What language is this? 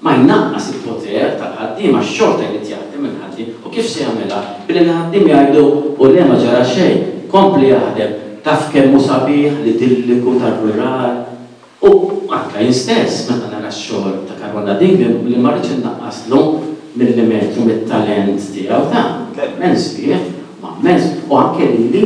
Maltese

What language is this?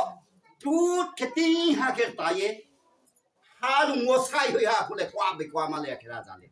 Riang (India)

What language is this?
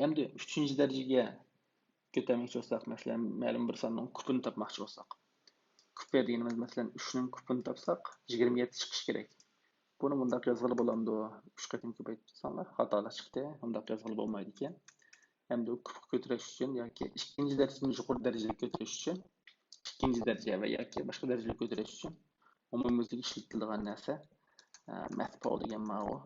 Uyghur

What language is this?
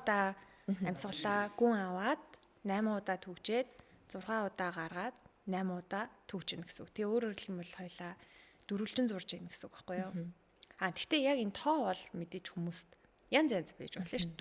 Mongolian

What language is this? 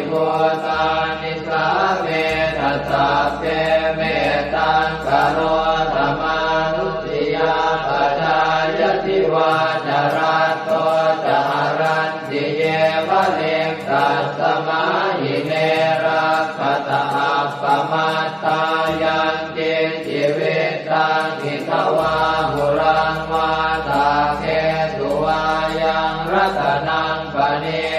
Pali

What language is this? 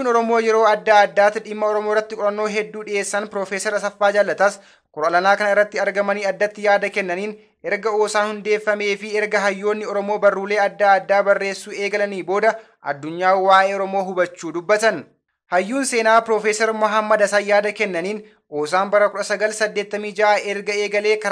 Oromo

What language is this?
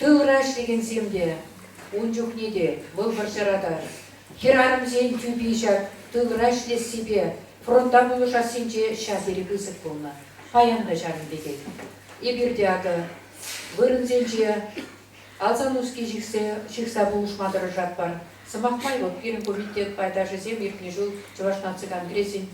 Chuvash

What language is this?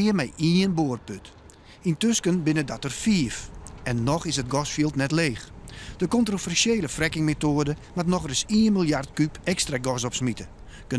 Western Frisian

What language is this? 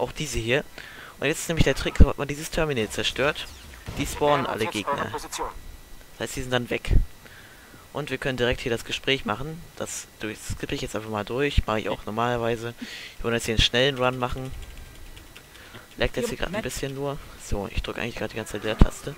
German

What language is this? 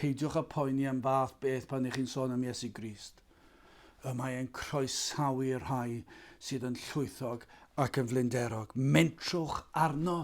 Welsh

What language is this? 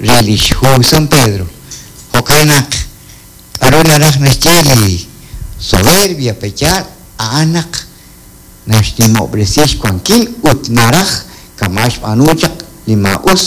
Kekchí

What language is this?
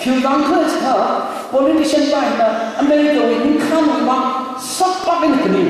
Tangkhul Naga (India)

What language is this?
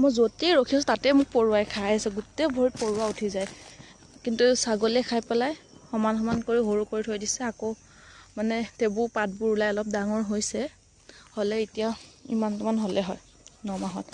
Assamese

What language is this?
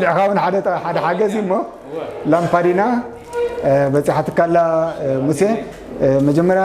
Tigrinya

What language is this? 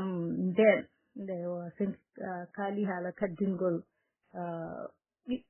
Fula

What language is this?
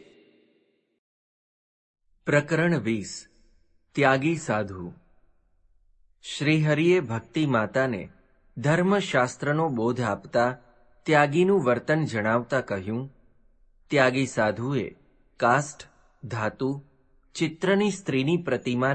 Gujarati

